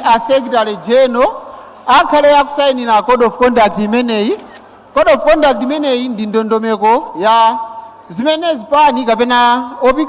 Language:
Nyanja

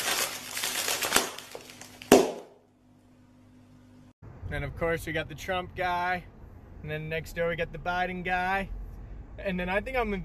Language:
English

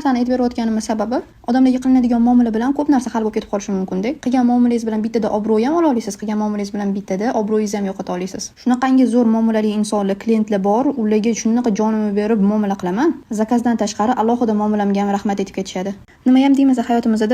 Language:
Uzbek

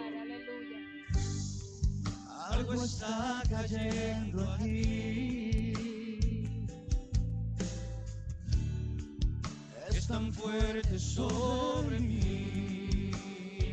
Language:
Spanish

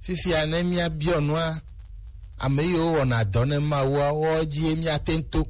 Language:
Gen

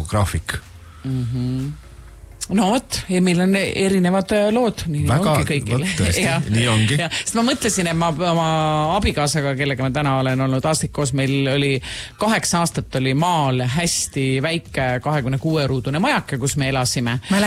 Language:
Estonian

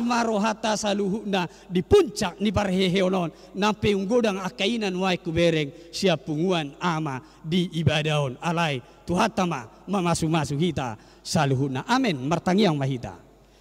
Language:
Batak Toba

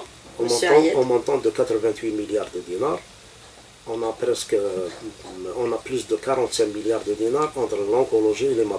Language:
French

